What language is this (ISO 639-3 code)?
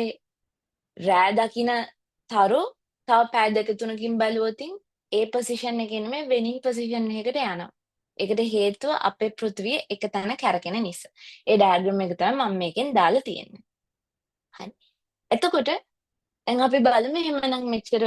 sin